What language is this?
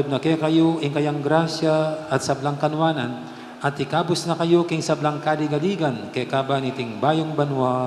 Pampanga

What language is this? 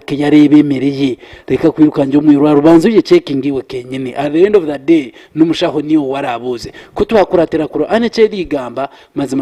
Nyankole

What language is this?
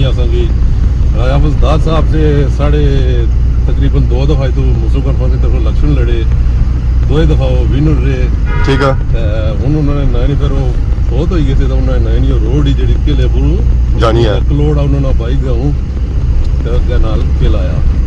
Pahari-Potwari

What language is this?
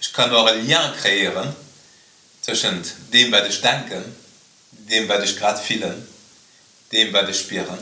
Luxembourgish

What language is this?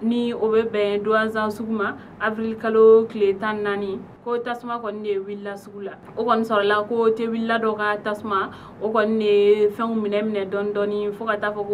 Bambara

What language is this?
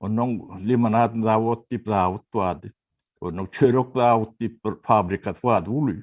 Turkmen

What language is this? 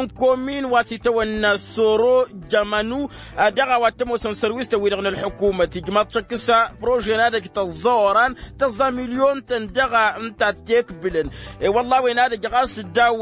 Tamasheq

